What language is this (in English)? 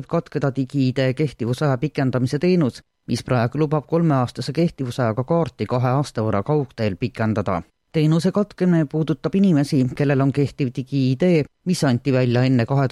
Estonian